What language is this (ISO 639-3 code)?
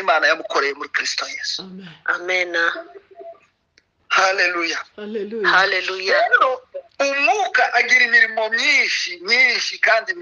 kin